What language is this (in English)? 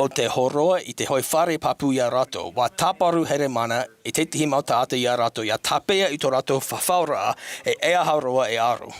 Tahitian